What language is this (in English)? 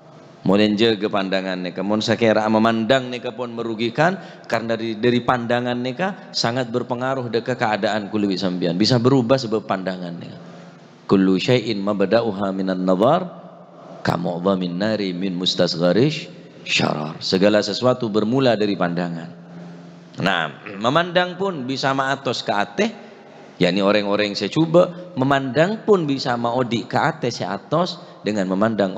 Madurese